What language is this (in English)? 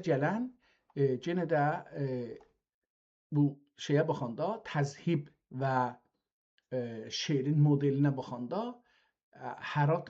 South Azerbaijani